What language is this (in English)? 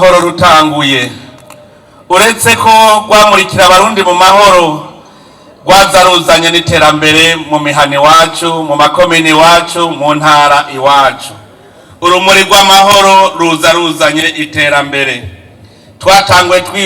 Rundi